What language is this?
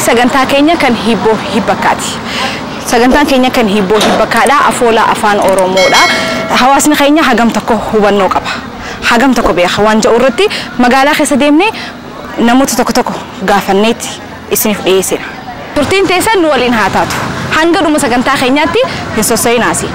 Oromo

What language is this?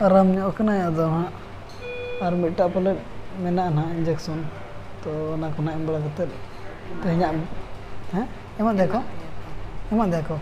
Santali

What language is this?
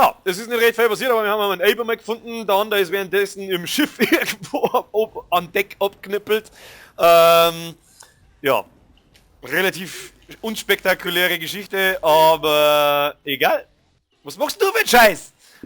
Bavarian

